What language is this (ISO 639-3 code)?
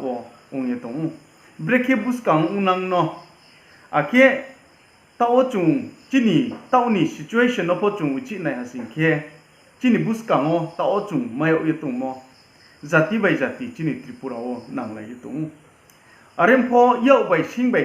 ria